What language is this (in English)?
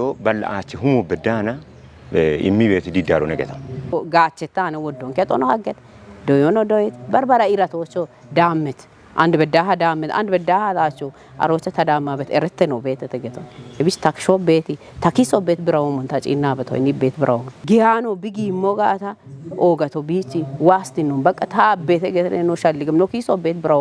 Kafa